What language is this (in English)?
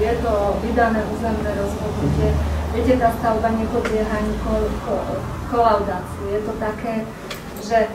Slovak